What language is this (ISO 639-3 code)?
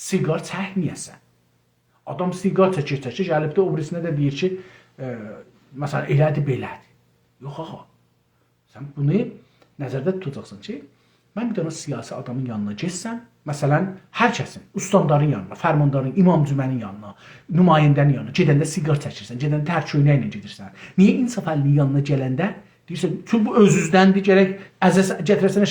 azb